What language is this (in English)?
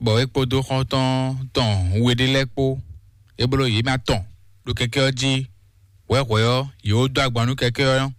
Fon